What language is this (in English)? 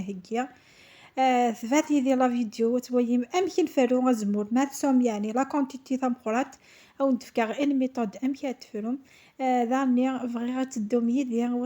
Kabyle